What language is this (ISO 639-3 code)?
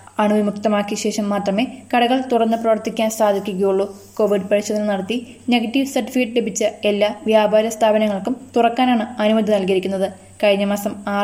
mal